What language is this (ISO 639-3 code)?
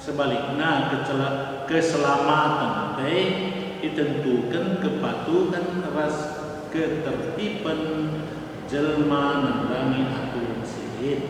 btx